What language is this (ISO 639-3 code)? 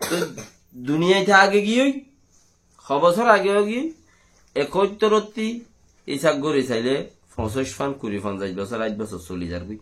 rhg